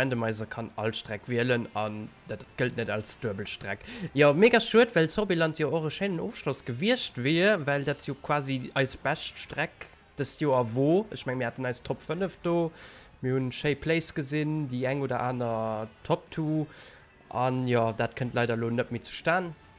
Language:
Luxembourgish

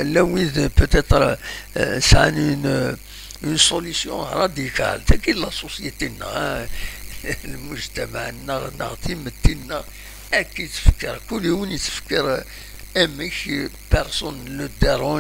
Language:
Kabyle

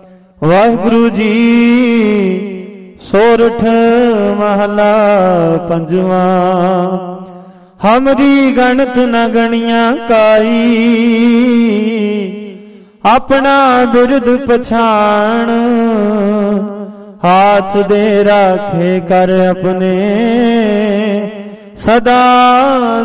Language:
Punjabi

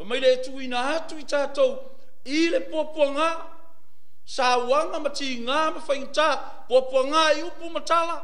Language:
Samoan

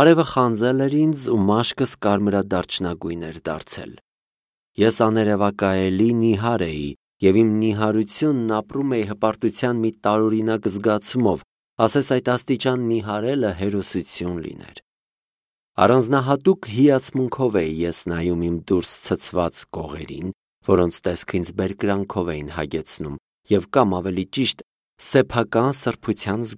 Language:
Armenian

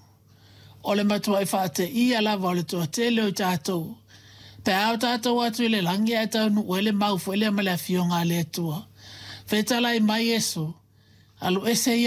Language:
Samoan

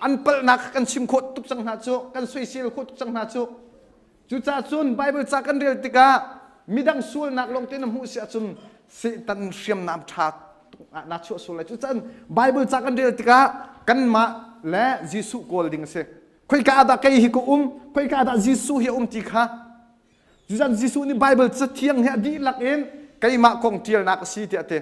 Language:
Hakha Chin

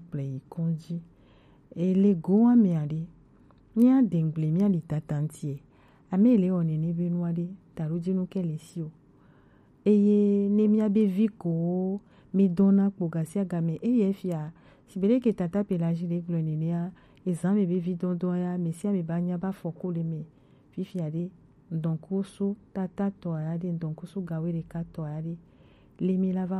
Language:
Gen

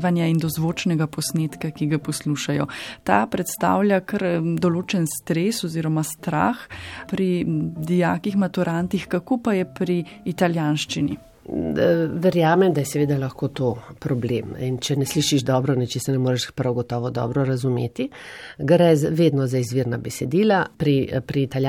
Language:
Slovenian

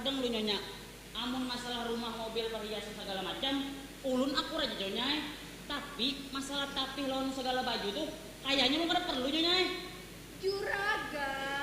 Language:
Banjar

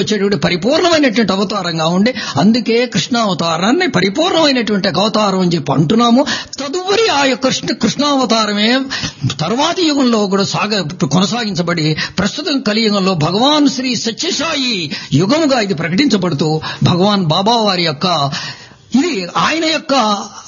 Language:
Telugu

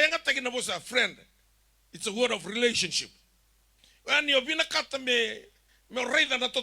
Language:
Fijian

